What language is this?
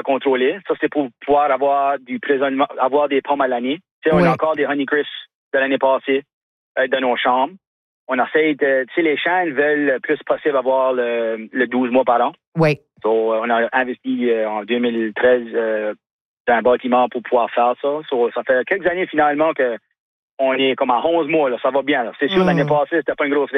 French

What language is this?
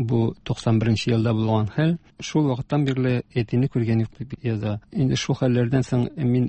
Tatar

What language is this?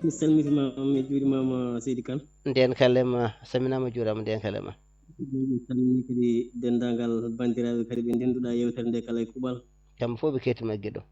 Fula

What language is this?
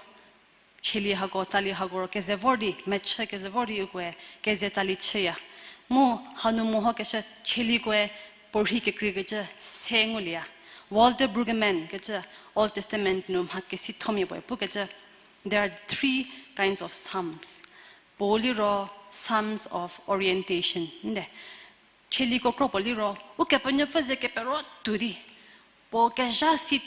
Angami Naga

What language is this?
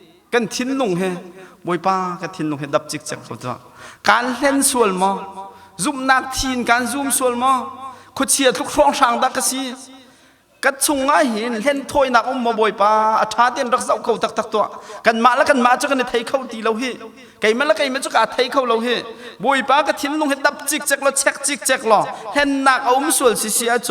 Hakha Chin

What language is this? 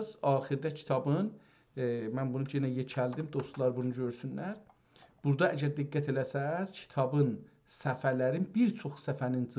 South Azerbaijani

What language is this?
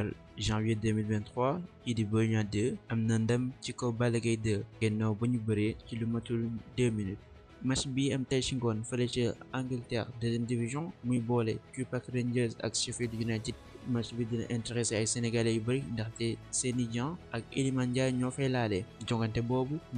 Wolof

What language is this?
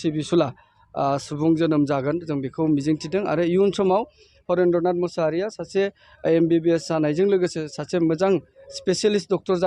Bodo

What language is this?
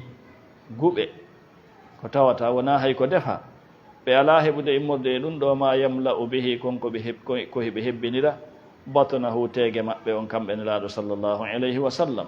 Fula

